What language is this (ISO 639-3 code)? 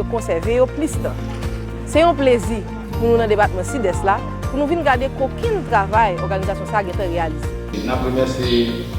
hat